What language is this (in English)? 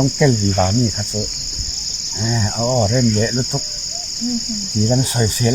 Falam Chin